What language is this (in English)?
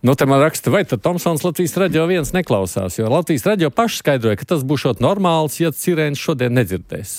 Latvian